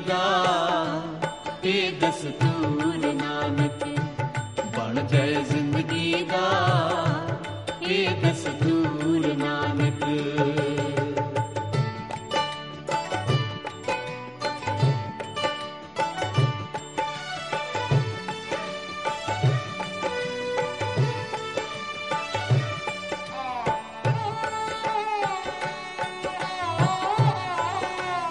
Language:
Punjabi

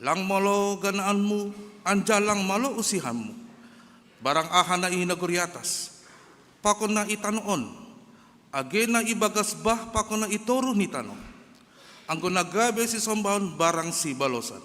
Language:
Batak Simalungun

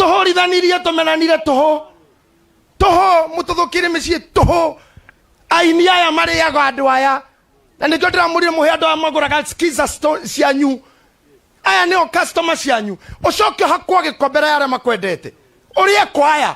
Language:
Kikuyu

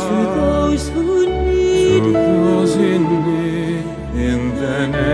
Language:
English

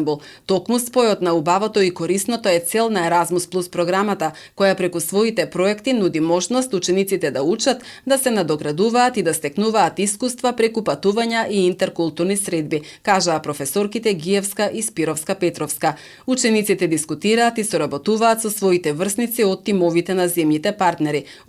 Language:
Macedonian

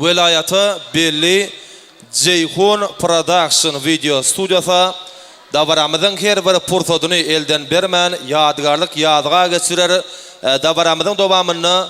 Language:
Turkmen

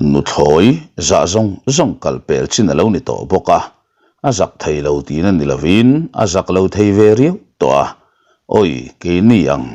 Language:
Mizo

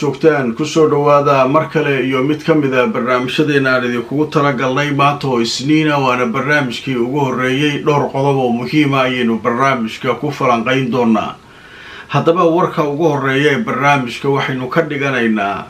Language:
Somali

